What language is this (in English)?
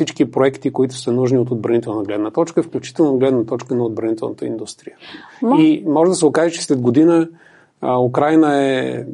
Bulgarian